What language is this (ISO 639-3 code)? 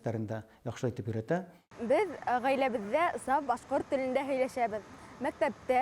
bak